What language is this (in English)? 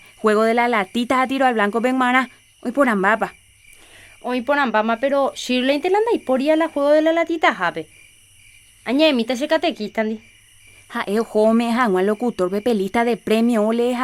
Guarani